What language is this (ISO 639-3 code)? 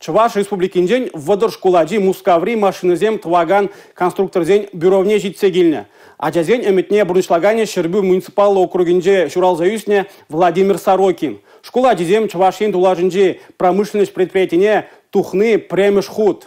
chv